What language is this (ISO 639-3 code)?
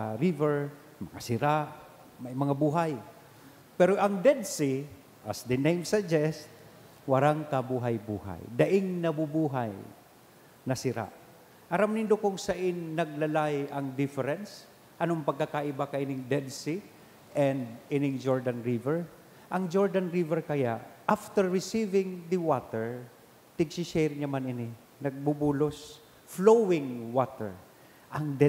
bik